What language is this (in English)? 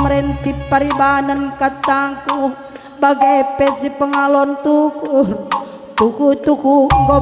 Batak Karo